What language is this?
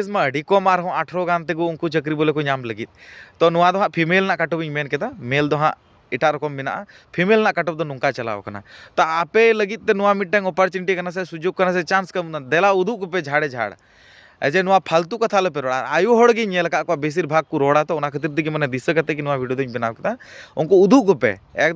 Santali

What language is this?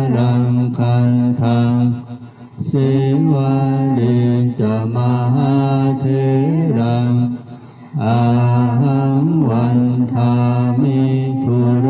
Pali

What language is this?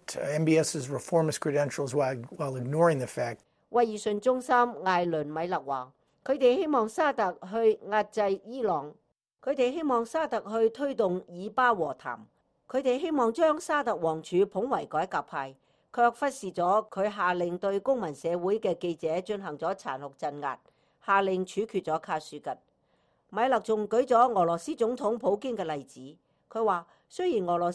Cantonese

